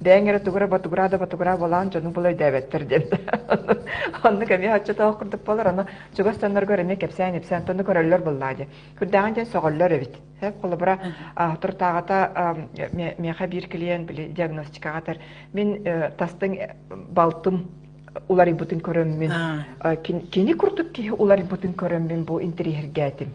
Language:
Yakut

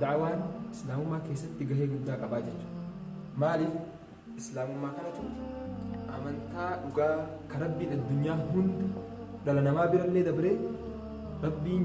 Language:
Oromo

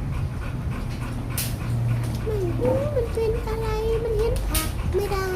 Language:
Northeastern Thai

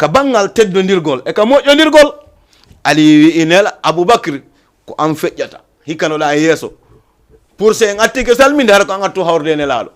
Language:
Fula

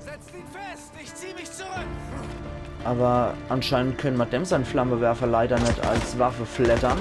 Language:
Palatine German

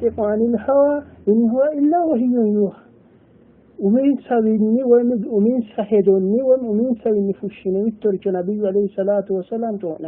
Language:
Sidamo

